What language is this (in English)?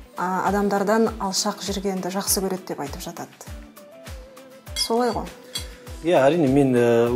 Kazakh